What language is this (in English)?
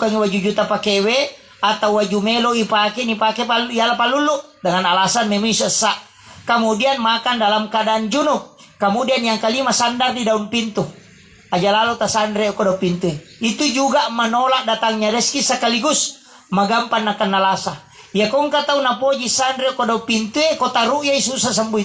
Buginese